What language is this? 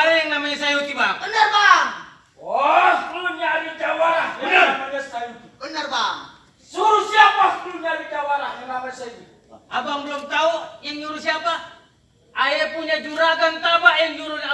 Betawi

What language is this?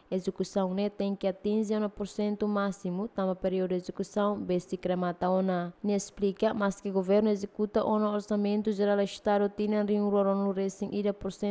Tetum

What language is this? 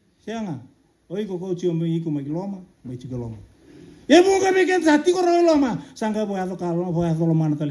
Fijian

